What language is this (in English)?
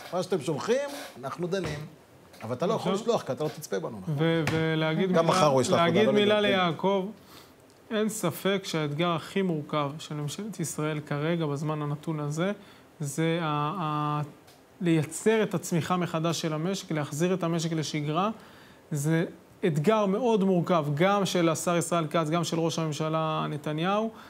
Hebrew